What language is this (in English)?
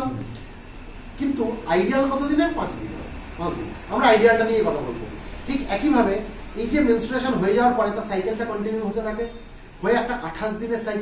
Bangla